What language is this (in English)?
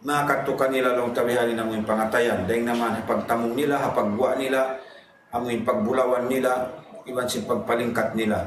Tausug